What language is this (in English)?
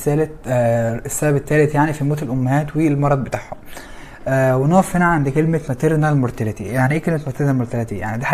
Egyptian Arabic